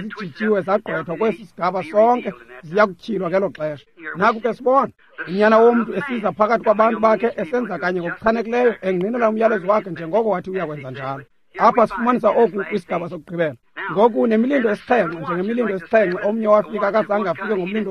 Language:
Xhosa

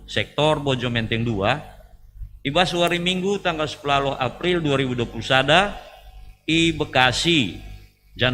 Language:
Batak Karo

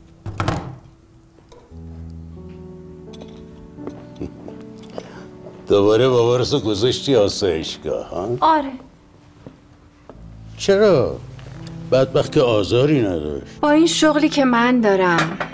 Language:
Persian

